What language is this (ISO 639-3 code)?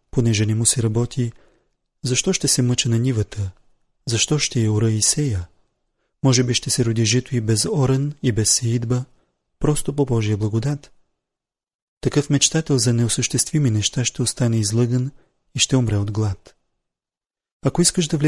bul